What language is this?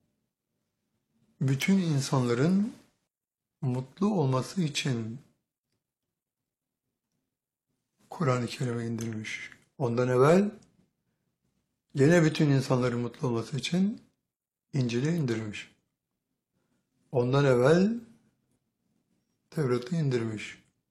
Turkish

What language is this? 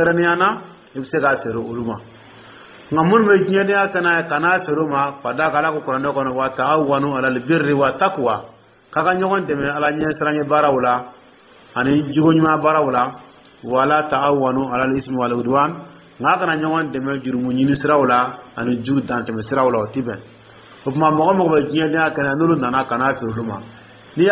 Dyula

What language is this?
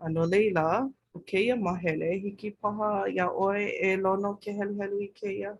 Hawaiian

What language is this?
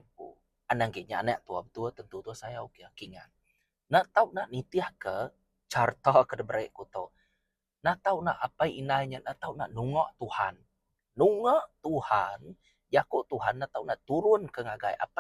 Iban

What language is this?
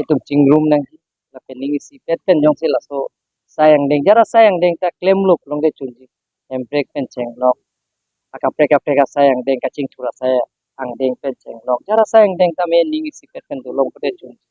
Karbi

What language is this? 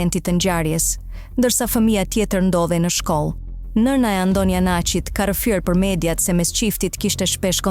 Albanian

